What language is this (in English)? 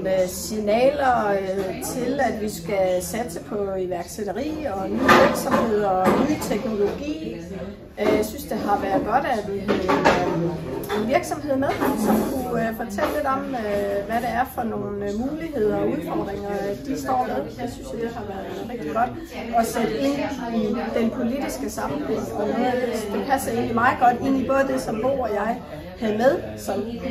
Danish